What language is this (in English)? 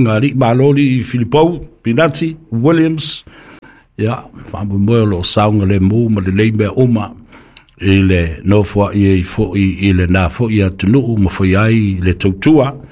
Samoan